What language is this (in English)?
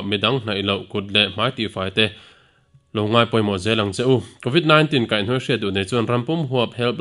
Mizo